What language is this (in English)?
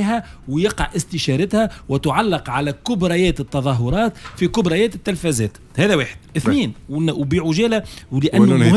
Tunisian Arabic